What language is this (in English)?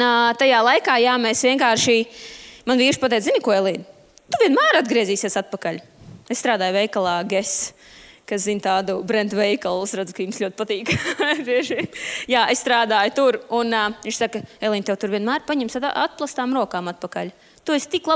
Latvian